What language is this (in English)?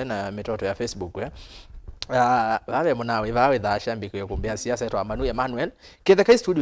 Kamba